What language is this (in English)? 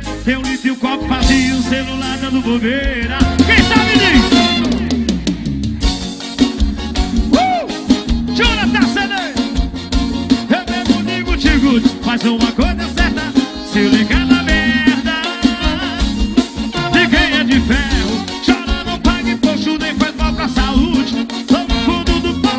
Portuguese